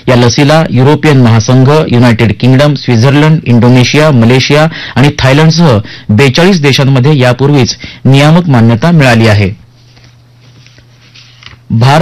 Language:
Marathi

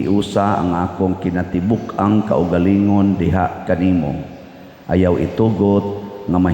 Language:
Cebuano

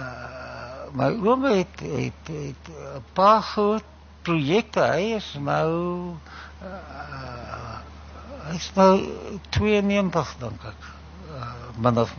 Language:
Afrikaans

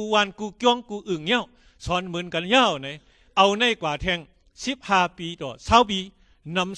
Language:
Shan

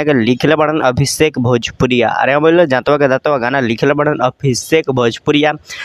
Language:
Bhojpuri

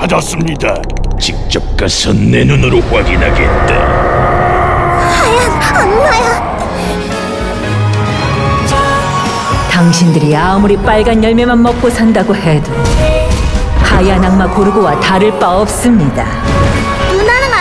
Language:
Korean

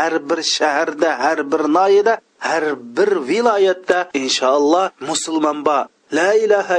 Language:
Uyghur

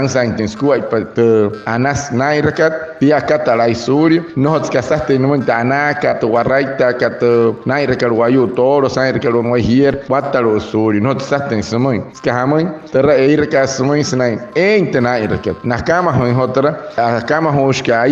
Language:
Wayuu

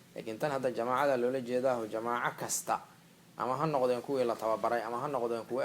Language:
Somali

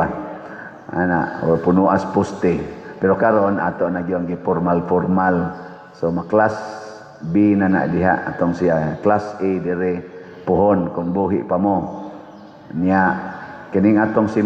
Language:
Cebuano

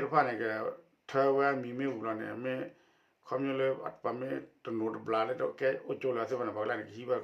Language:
S'gaw Karen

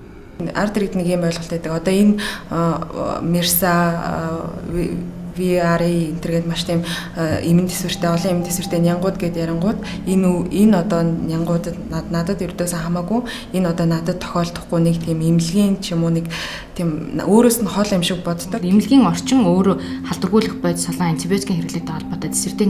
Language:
Mongolian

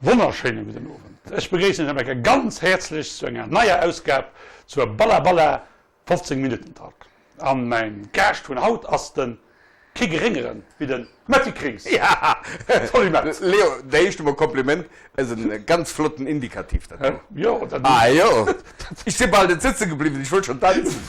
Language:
Luxembourgish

